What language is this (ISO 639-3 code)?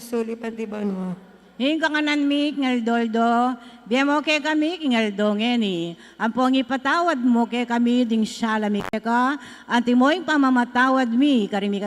pam